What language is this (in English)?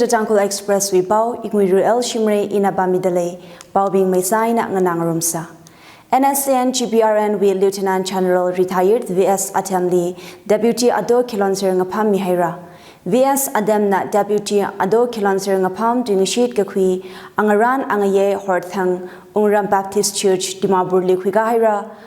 Tangkhul Naga (India)